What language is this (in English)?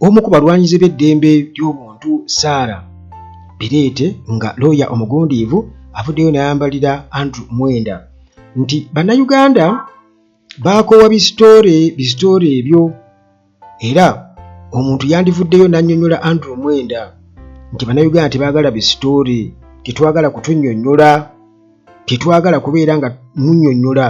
Ganda